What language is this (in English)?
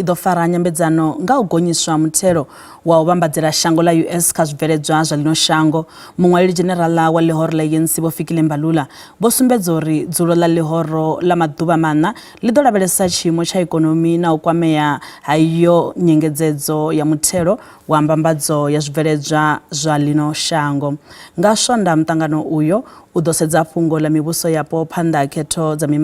Venda